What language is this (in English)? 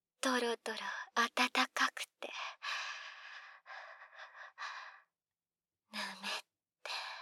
Japanese